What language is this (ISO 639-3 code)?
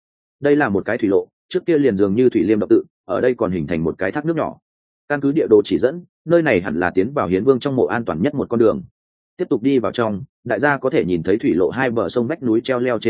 vie